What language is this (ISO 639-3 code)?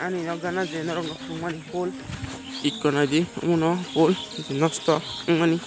trp